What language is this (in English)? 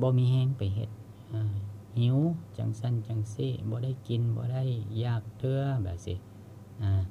Lao